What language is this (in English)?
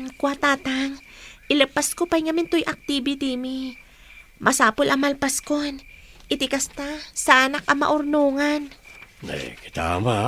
Iloko